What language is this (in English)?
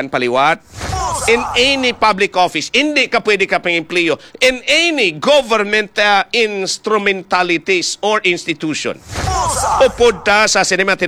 Hiligaynon